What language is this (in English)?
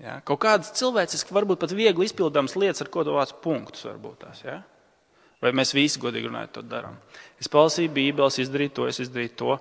Latvian